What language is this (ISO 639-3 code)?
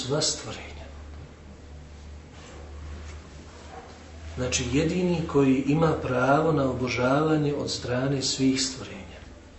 bos